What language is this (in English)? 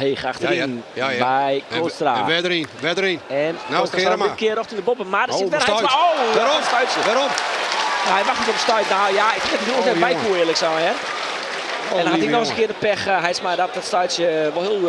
Western Frisian